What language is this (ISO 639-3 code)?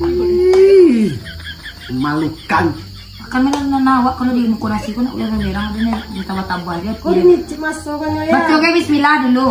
min